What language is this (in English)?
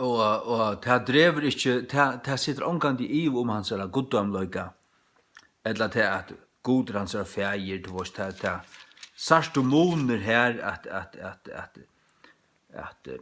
Faroese